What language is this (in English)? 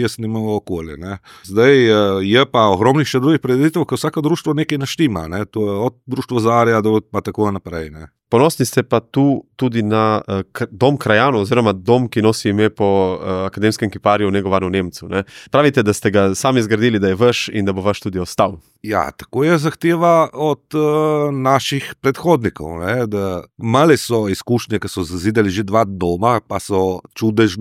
Slovenian